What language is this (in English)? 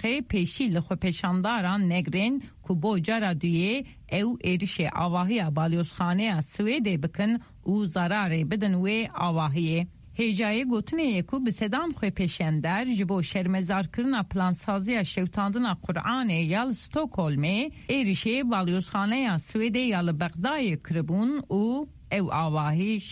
Kurdish